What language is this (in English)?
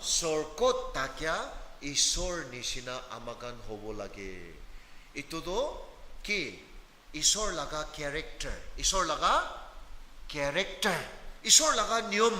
Naga Pidgin